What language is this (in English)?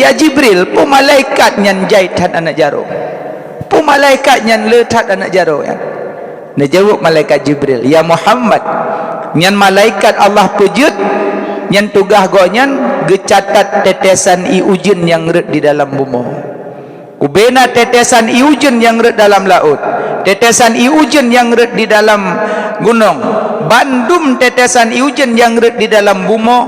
Achinese